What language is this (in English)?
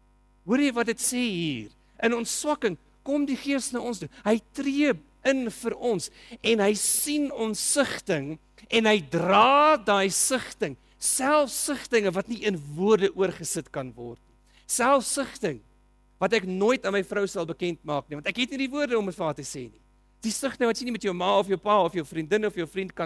Afrikaans